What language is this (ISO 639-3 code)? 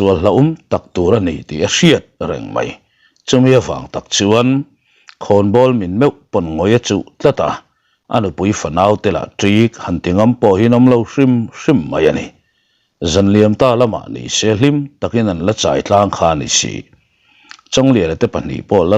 lus